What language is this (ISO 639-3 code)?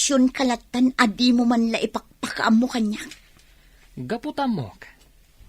ilo